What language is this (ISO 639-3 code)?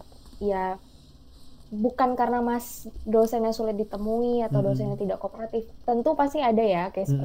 ind